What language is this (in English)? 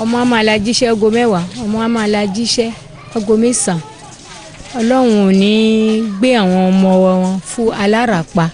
Yoruba